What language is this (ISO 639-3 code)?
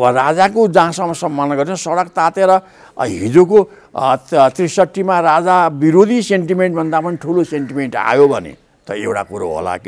nep